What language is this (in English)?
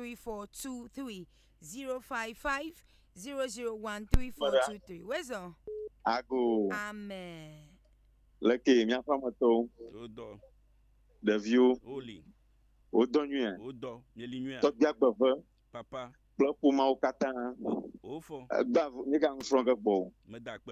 Ewe